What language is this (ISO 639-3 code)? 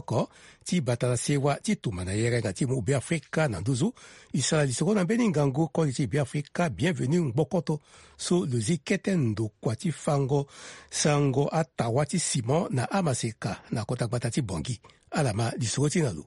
sag